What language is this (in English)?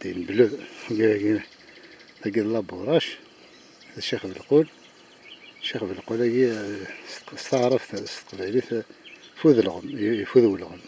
Kabyle